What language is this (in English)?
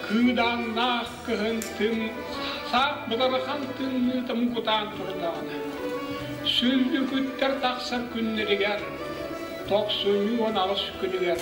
Yakut